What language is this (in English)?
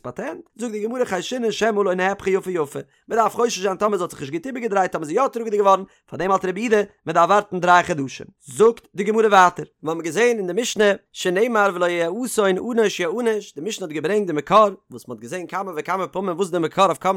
Yiddish